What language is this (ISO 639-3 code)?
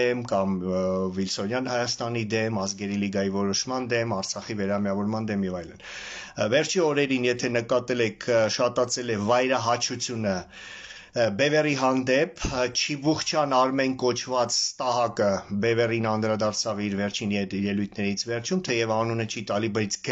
hye